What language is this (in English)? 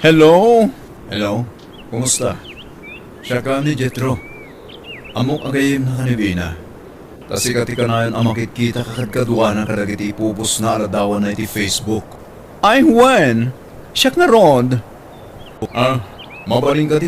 Iloko